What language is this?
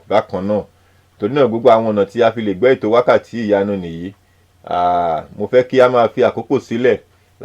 Yoruba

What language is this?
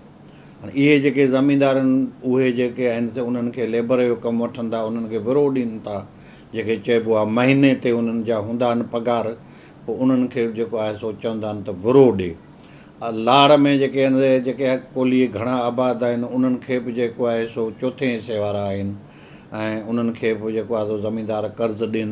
Sindhi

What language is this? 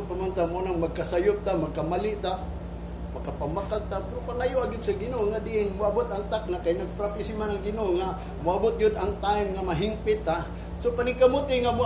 Cebuano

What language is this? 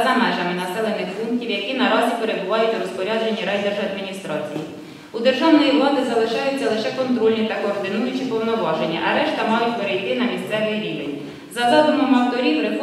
Ukrainian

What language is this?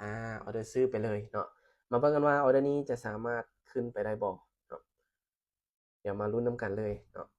Lao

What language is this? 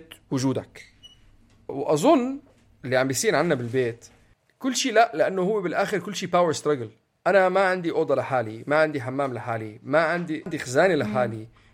North Levantine Arabic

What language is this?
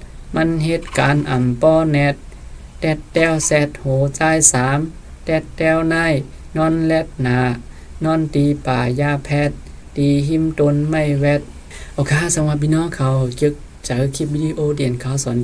Shan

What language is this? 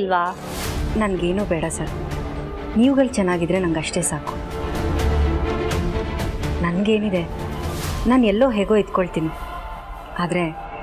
Kannada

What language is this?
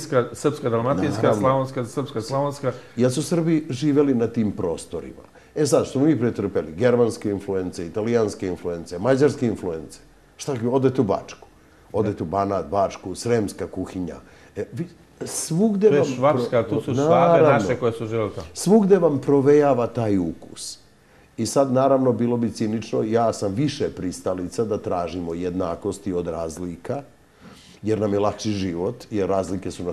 Serbian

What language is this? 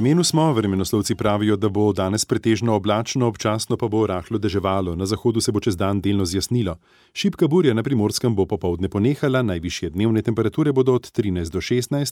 Slovenian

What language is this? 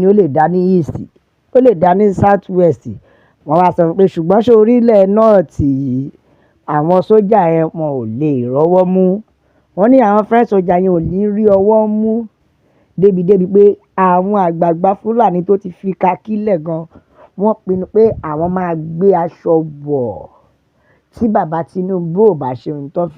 Yoruba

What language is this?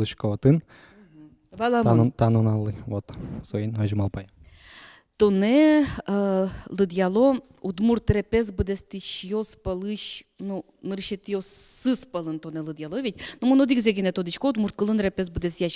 Udmurt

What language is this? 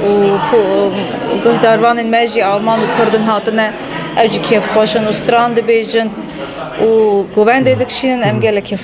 Kurdish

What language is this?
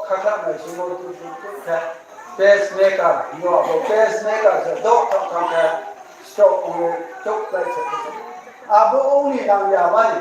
Riang (India)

